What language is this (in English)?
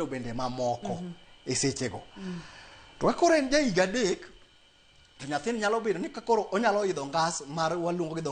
Luo (Kenya and Tanzania)